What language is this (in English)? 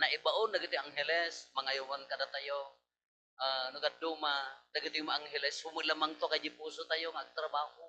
Iloko